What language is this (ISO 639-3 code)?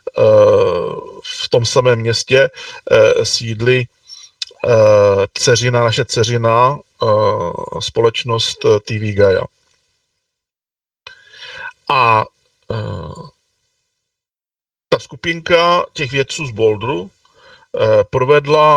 ces